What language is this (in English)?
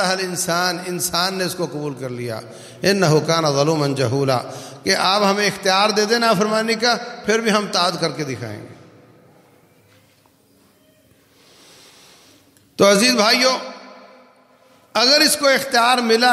Urdu